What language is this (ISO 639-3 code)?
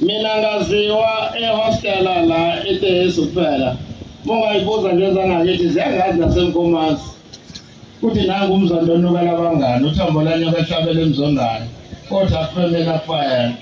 zul